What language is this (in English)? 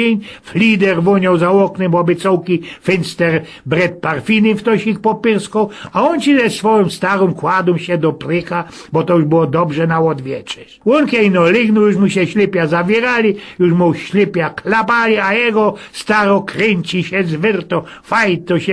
Silesian